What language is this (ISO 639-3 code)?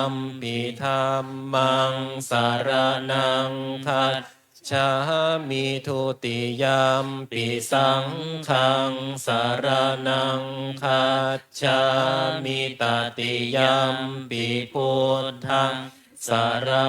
pli